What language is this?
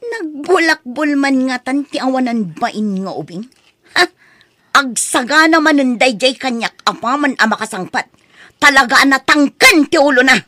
Iloko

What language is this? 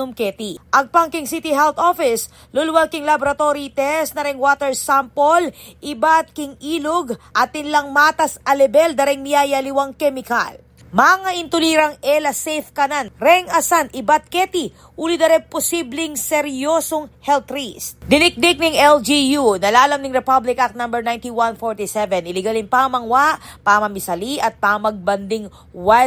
Pampanga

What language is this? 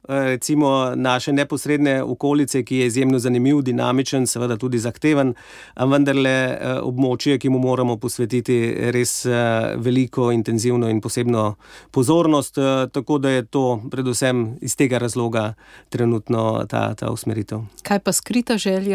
Slovenian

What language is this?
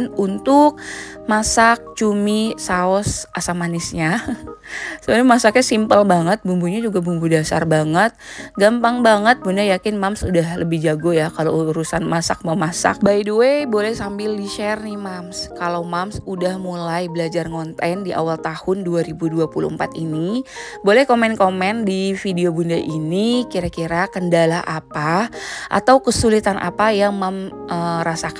Indonesian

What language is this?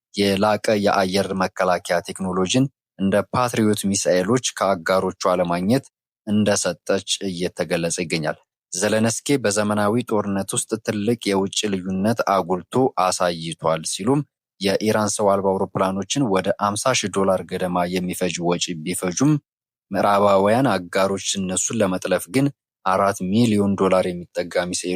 Amharic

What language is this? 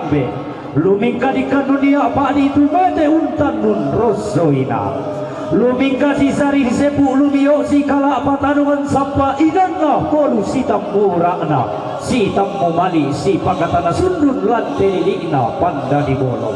Toraja-Sa'dan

